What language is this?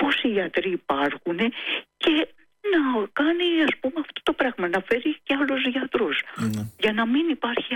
Greek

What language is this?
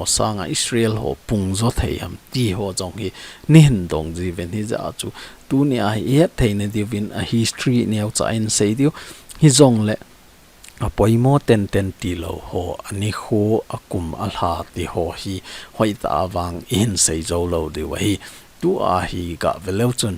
Thado Chin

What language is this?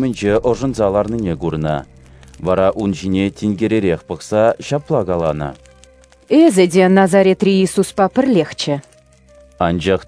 Chuvash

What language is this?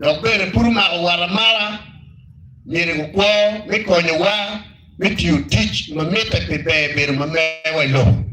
Acoli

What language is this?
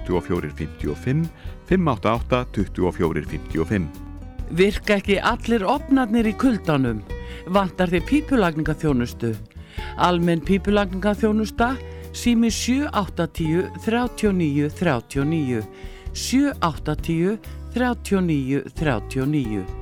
Icelandic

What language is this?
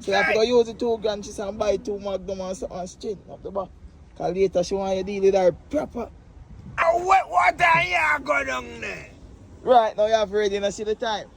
Jamaican Creole English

